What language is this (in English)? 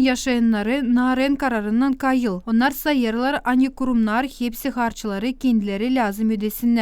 Gagauz